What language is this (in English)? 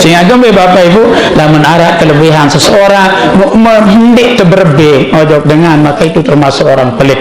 Sasak